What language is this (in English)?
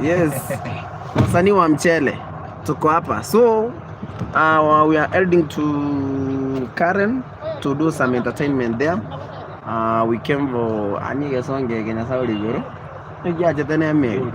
Gusii